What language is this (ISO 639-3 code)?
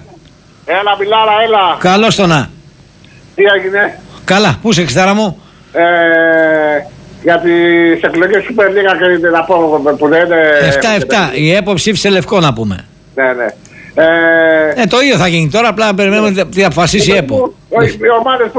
ell